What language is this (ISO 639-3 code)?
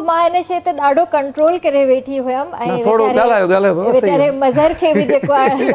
snd